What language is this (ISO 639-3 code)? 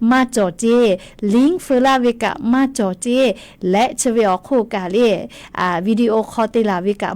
lhu